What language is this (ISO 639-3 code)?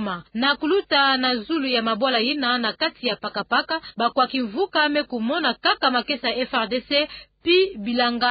ktu